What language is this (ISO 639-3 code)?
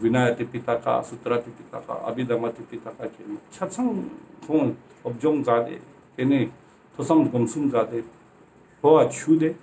lbj